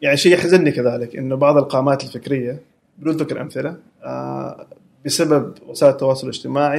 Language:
Gulf Arabic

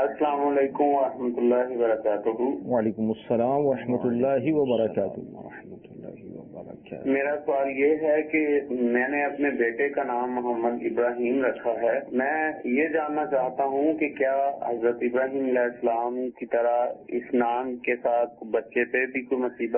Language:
Urdu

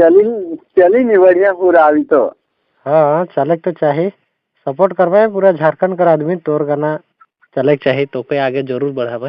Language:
Sadri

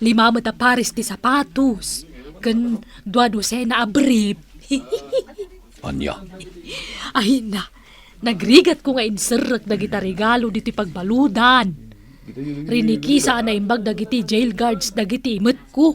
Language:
Iloko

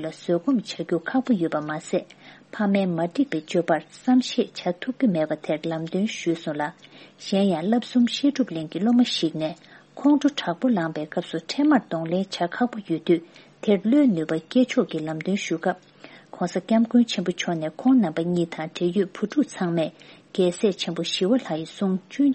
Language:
Tibetan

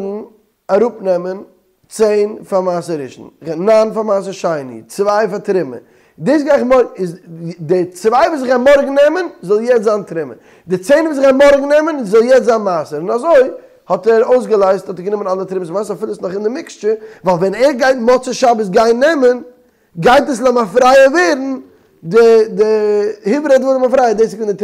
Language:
Yiddish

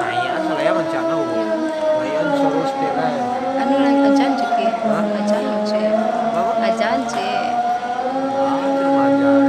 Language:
Minangkabau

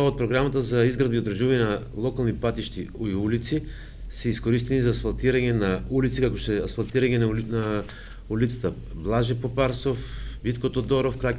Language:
Macedonian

